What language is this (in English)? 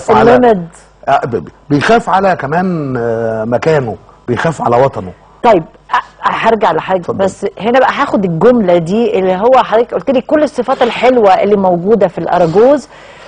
Egyptian Arabic